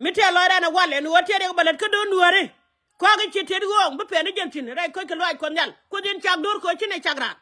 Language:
Nuer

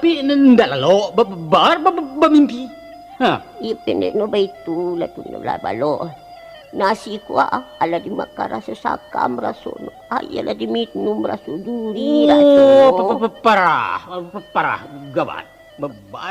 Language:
Minangkabau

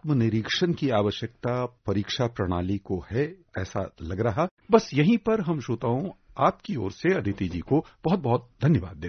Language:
Hindi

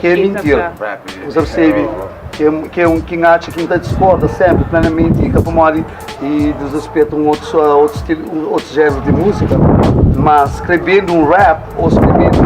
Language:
Kabuverdianu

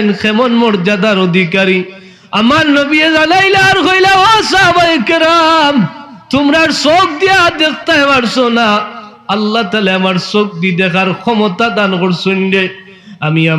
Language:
Sylheti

